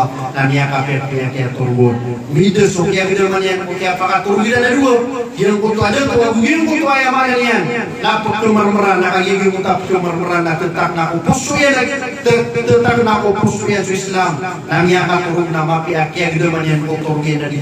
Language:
Maranao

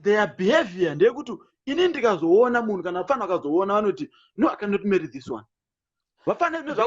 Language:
Shona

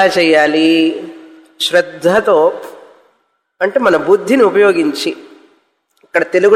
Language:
Telugu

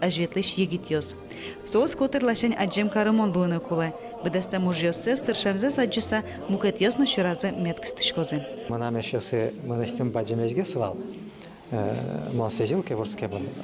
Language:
Udmurt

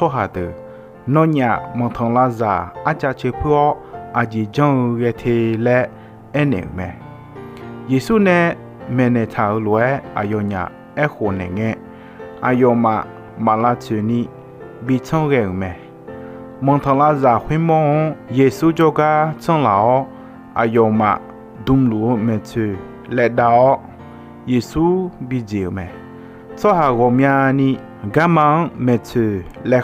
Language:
Akha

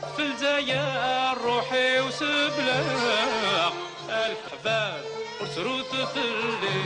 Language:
Kabyle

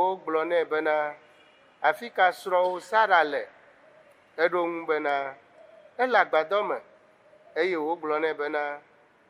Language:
Ewe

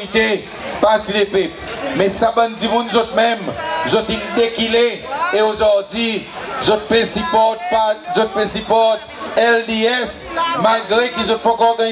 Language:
Seselwa Creole French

